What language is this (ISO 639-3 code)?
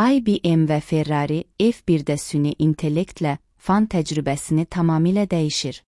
aze